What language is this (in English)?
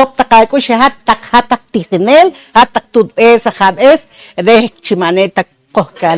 Poqomchi'